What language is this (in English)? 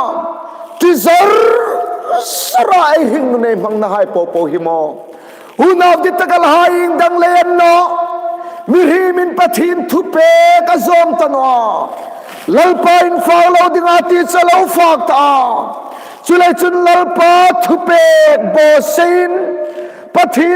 Hmar